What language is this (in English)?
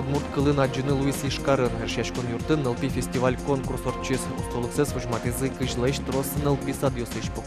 Udmurt